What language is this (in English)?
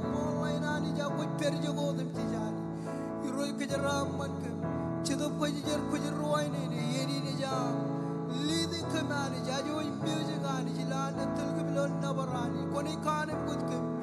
Marshallese